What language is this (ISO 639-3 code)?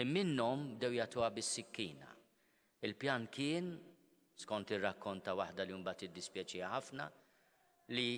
mlt